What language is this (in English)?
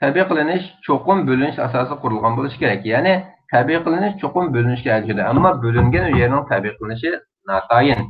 Uyghur